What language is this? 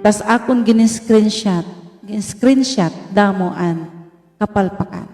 Waray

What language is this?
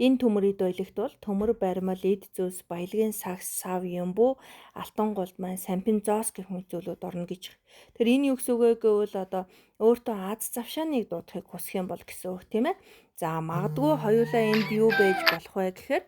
Mongolian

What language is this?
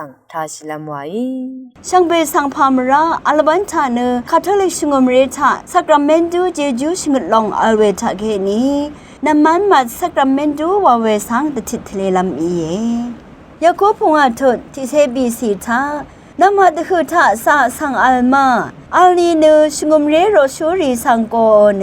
Rawang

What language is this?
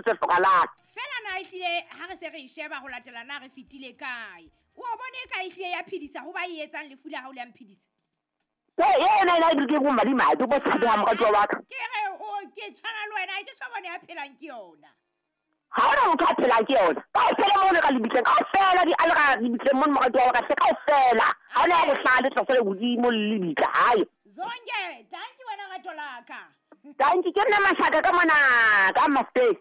Southern Sotho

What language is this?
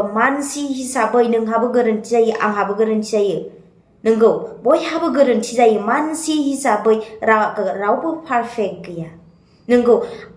Bodo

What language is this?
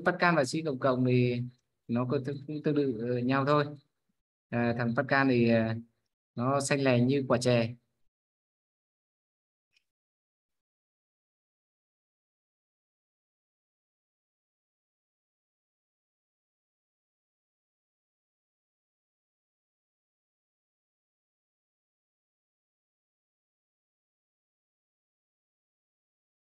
Vietnamese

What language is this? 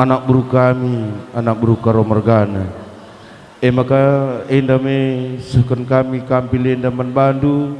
Batak Karo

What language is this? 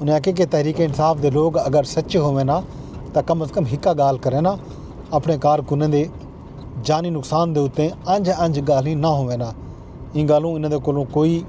Saraiki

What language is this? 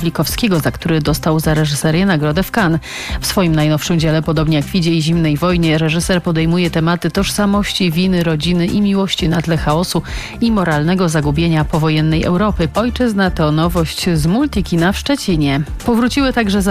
Polish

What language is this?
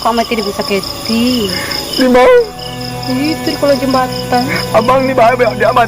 Minangkabau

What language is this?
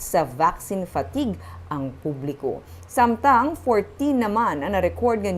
Hiligaynon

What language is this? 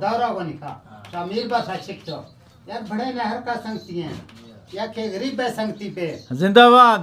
Eastern Balochi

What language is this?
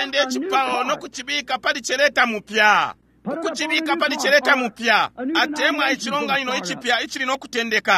Bemba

